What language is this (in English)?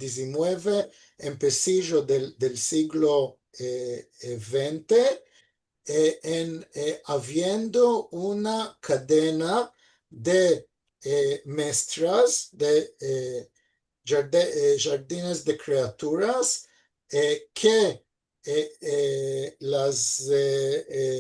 Ladino